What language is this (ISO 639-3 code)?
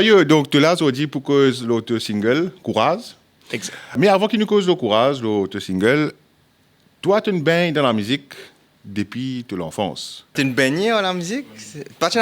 mfe